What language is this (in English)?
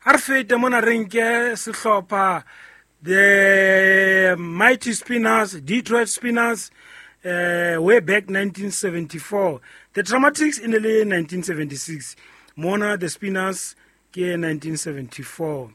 Southern Sotho